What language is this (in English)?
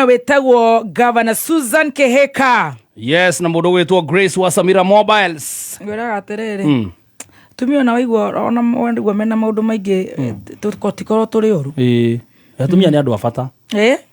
Kikuyu